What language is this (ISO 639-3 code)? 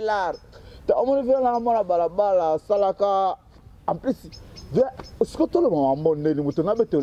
lin